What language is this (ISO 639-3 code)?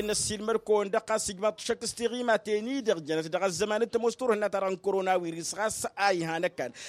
taq